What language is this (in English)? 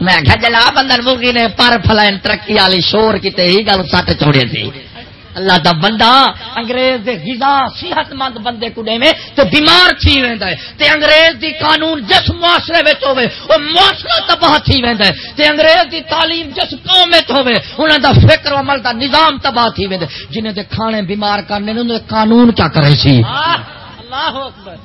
Saraiki